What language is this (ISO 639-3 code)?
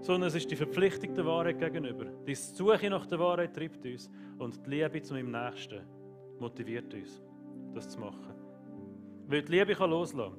gsw